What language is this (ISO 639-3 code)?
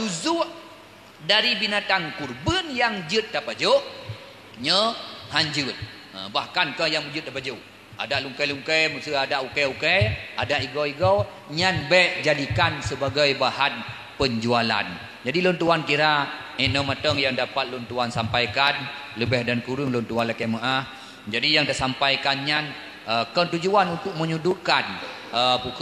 ace